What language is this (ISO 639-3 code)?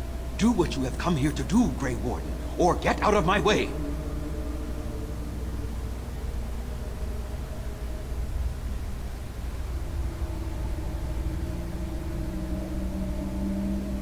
eng